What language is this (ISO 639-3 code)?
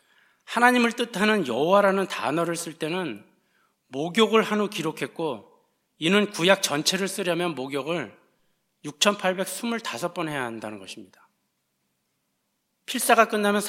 kor